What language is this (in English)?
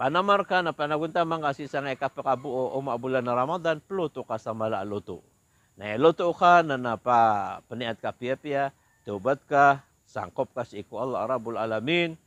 Maranao